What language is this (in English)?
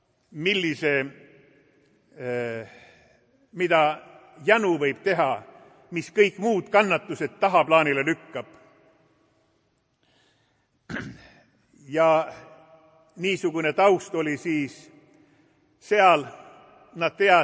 Estonian